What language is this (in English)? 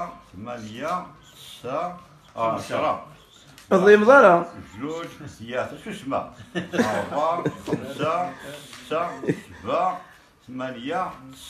Kabyle